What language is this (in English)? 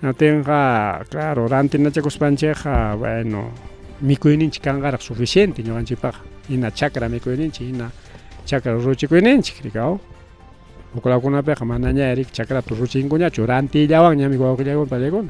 Ayacucho Quechua